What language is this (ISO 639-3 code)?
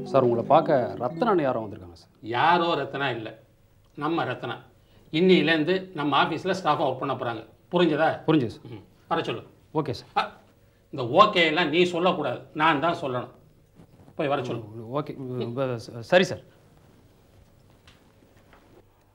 tam